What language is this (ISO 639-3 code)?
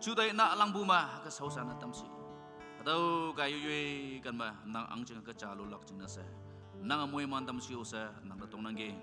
nag